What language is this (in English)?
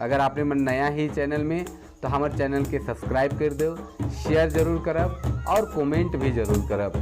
Sadri